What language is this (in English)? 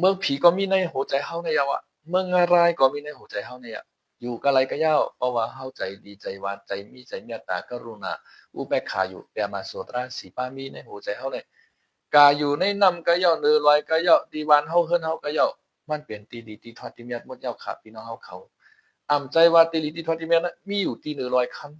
Shan